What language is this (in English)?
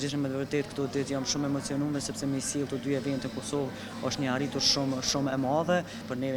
Albanian